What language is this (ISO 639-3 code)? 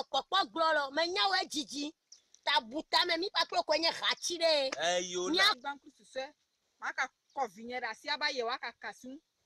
ewe